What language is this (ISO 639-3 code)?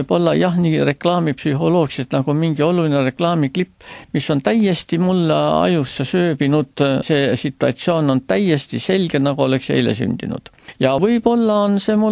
est